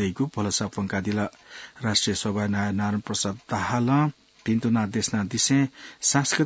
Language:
Newari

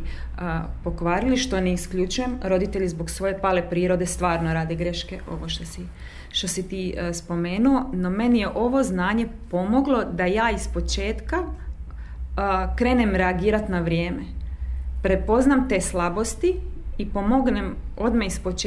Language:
Croatian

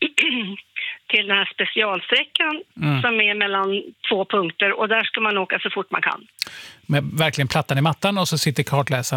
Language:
Swedish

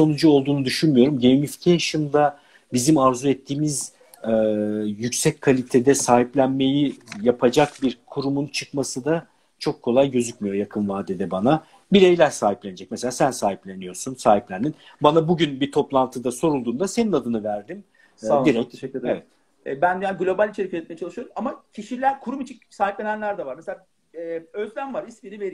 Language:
Turkish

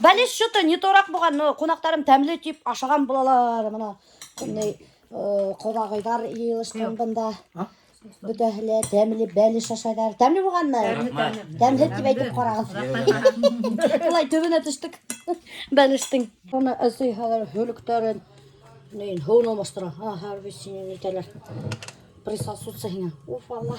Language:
Bashkir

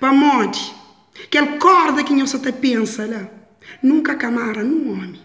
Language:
Kabuverdianu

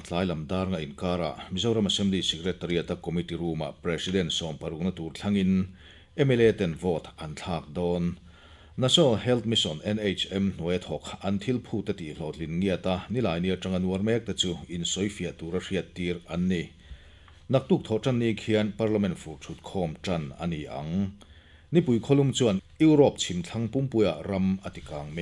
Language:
Mizo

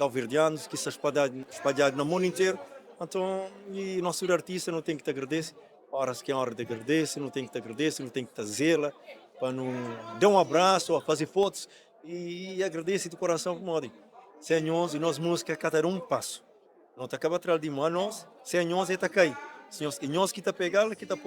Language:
Kabuverdianu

